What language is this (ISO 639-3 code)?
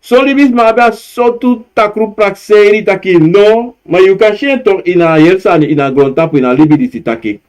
srn